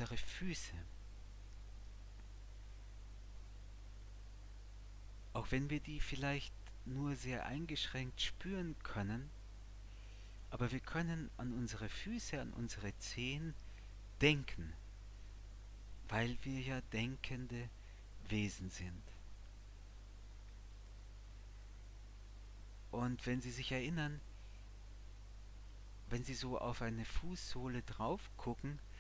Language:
German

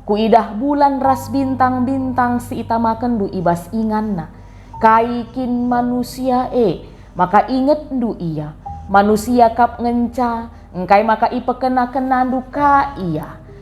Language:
Batak Karo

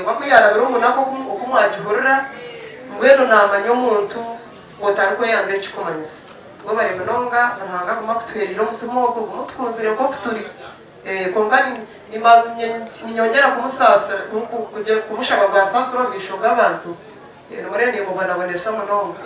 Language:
Nyankole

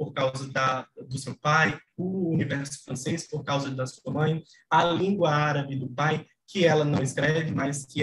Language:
Portuguese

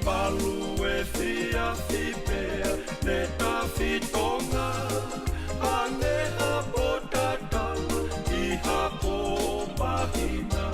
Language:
Tongan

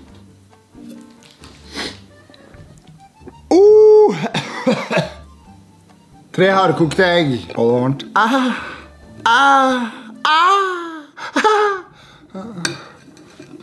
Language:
Norwegian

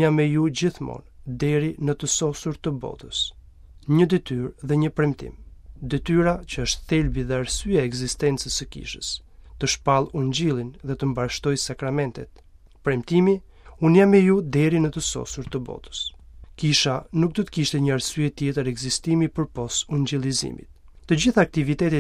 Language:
Albanian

